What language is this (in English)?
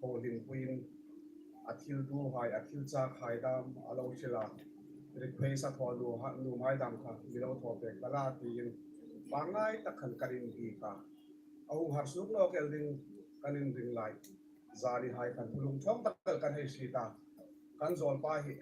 Hmar